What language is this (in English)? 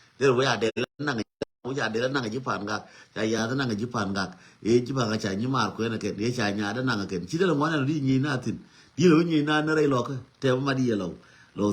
Nuer